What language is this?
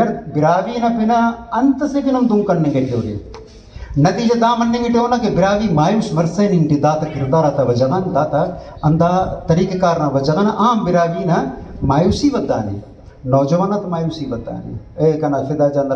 Brahui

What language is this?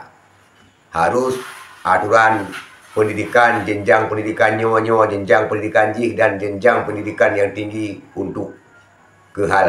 Achinese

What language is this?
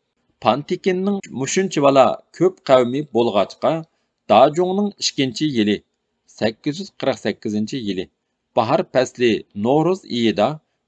Uyghur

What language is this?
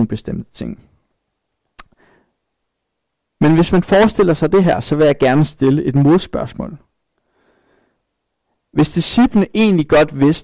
Danish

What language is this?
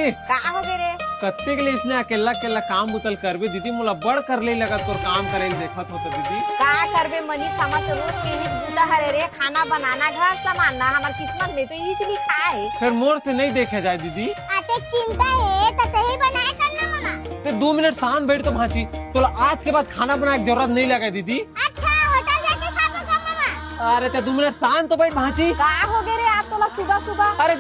Chhattisgarhi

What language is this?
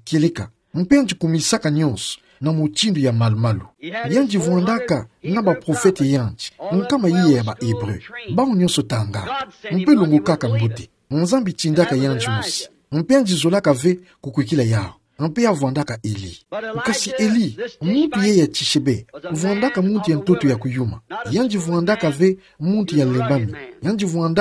Kituba (Democratic Republic of Congo)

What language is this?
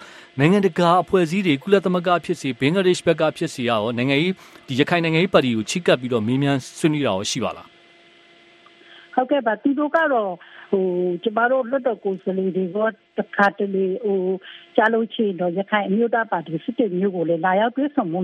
Burmese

